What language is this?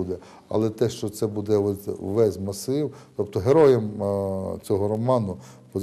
Ukrainian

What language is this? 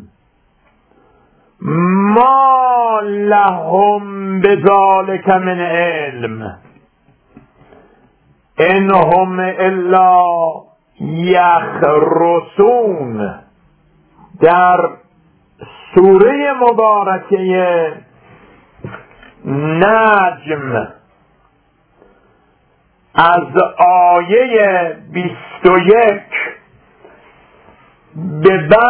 Persian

